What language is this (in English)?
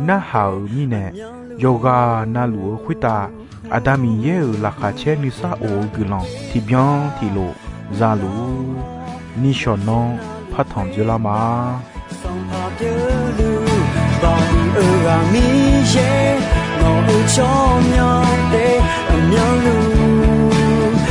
Akha